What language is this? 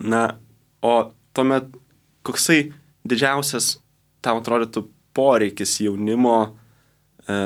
Lithuanian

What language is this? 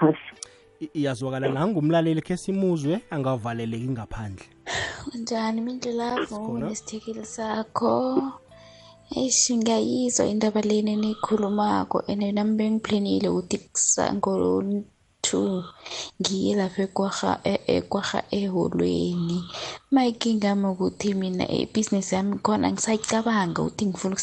South Ndebele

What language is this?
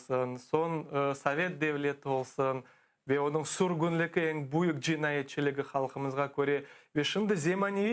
Crimean Tatar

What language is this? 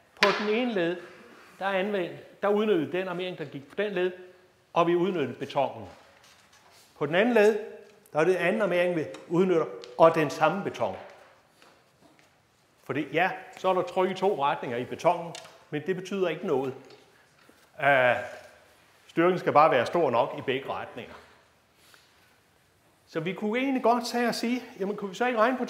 Danish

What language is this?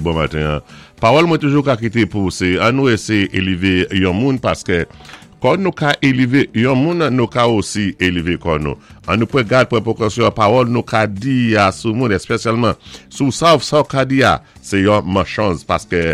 Saint Lucian Creole French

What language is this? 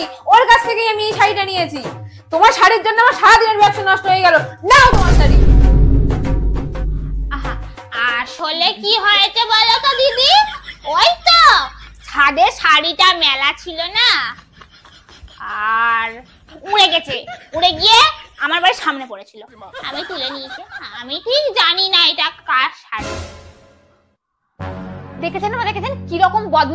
Bangla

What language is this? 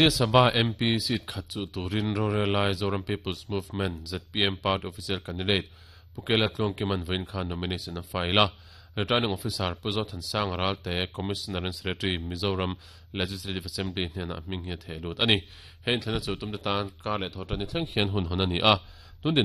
Mizo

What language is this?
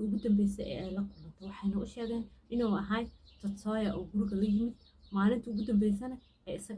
Somali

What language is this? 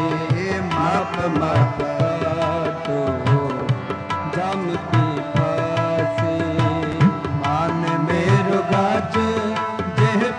Punjabi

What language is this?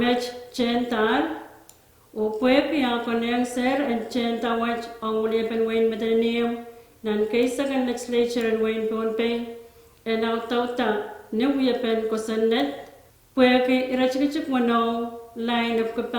Pohnpeian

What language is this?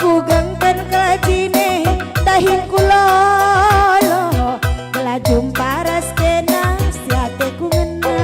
Batak Karo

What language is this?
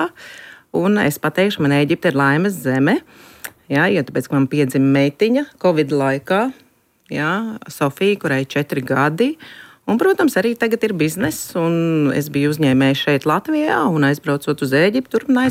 Latvian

